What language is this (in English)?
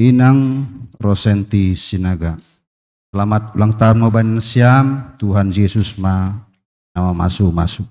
Batak Simalungun